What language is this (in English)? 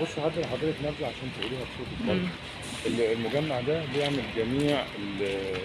Egyptian Arabic